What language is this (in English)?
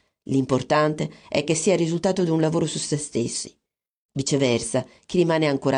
Italian